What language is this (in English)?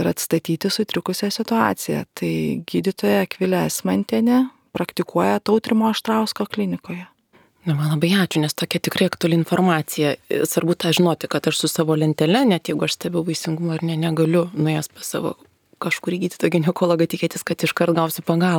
Lithuanian